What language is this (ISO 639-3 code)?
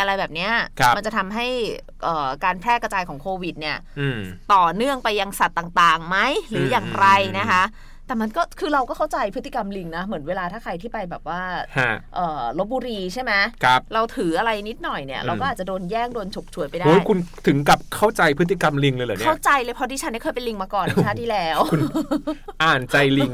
tha